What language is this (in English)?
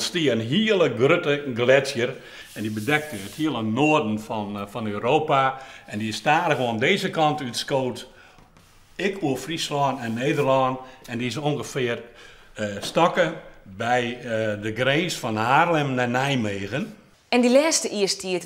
Western Frisian